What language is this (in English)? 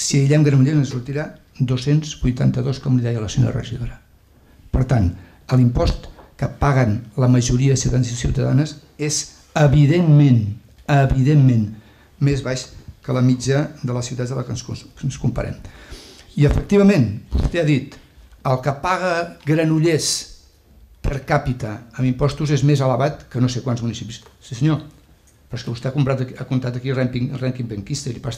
Catalan